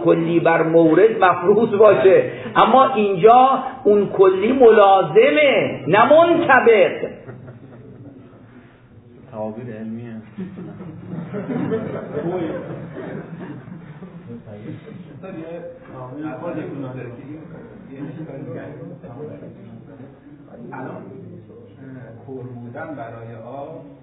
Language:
Persian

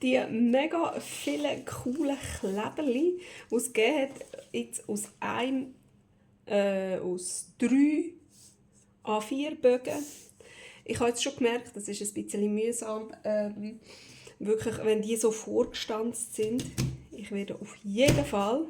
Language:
Swiss German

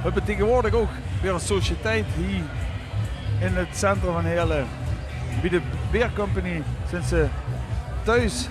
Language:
Limburgish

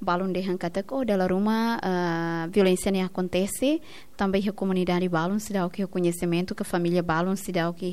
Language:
Tetum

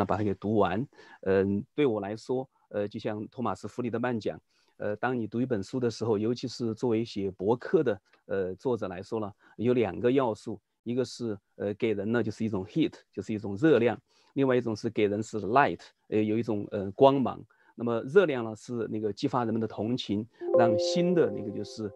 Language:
Chinese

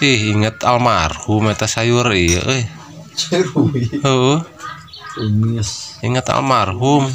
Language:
Sundanese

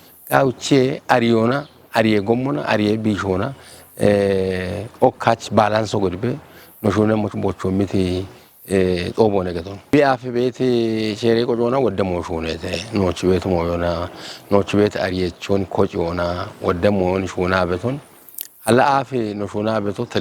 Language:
Kafa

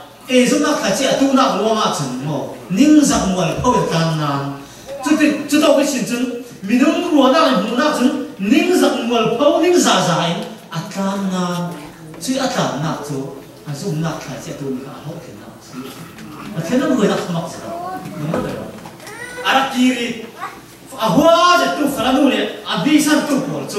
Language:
Falam Chin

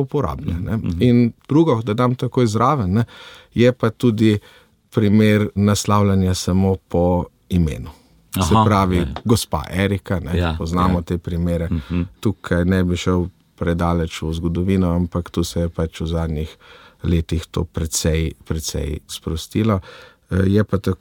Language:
Slovenian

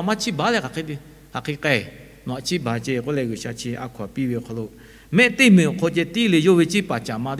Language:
Lahu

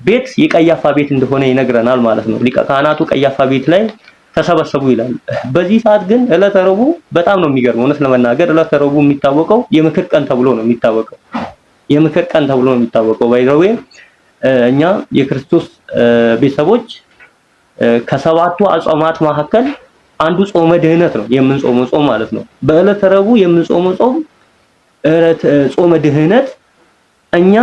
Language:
Amharic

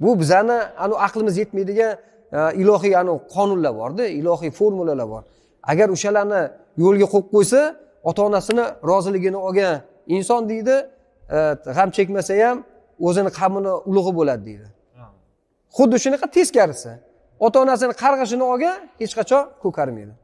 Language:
Uzbek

